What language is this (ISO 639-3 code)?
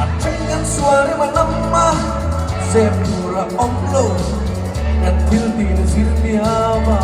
lus